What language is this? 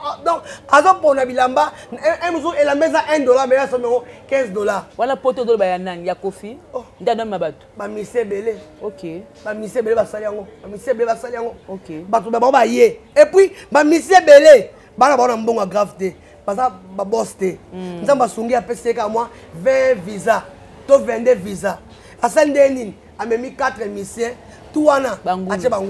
Lingala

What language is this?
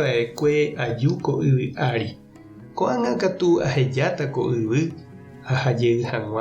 Guarani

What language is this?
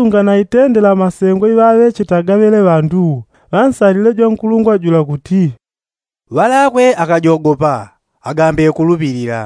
Yao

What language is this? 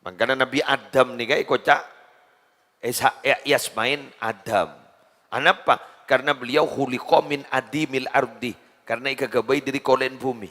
Madurese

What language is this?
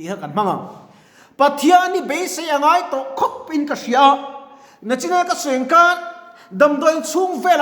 Mizo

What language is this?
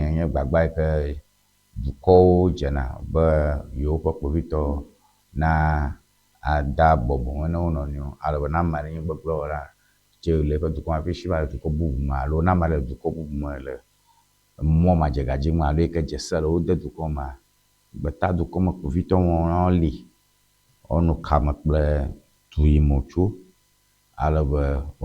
Ewe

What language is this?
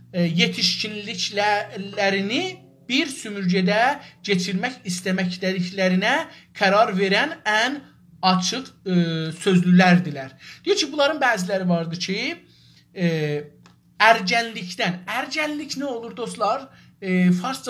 South Azerbaijani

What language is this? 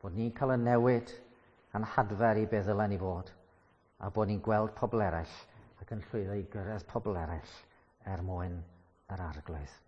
Welsh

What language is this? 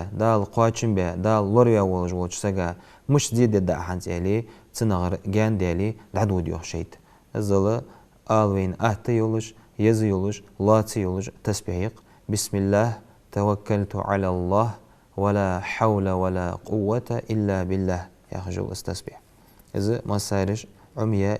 Ingush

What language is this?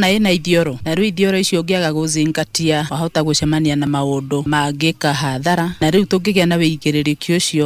Kikuyu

